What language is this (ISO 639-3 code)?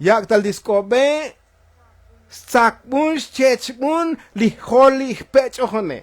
tzo